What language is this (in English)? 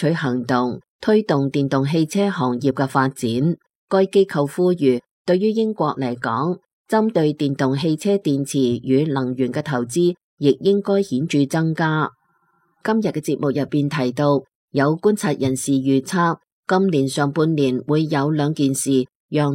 Cantonese